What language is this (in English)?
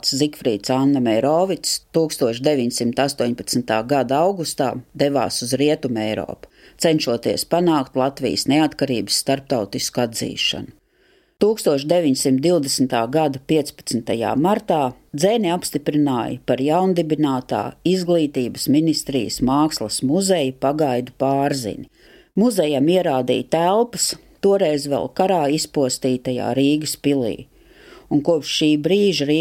Latvian